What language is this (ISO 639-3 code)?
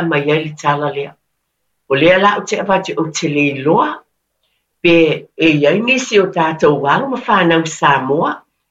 smo